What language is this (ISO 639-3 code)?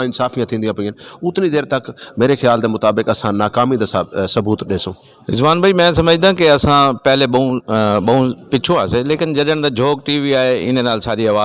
skr